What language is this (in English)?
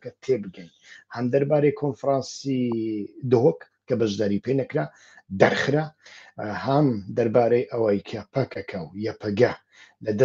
Central Kurdish